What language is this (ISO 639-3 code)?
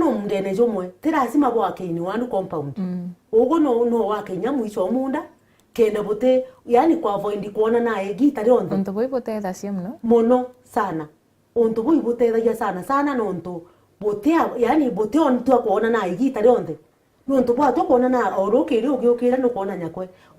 mer